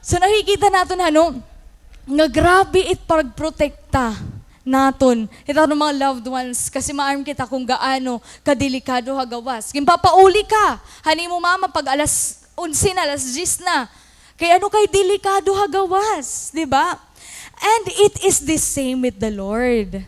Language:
Waray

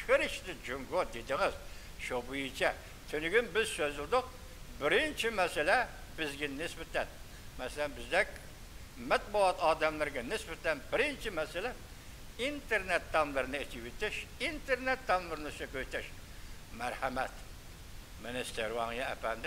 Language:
Uyghur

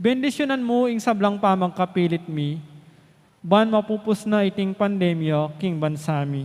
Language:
Pampanga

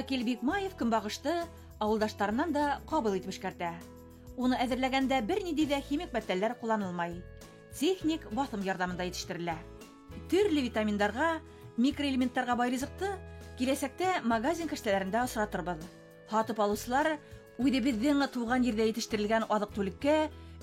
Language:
Bashkir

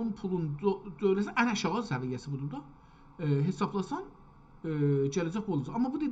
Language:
South Azerbaijani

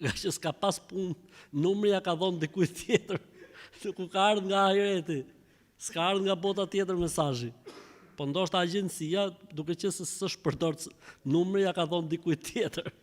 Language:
Albanian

